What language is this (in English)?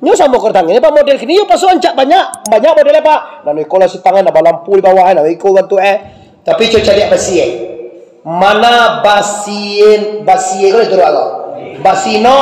Minangkabau